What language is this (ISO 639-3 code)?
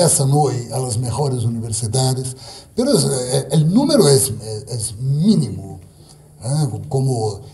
spa